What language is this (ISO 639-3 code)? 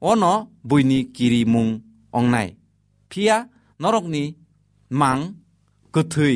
trp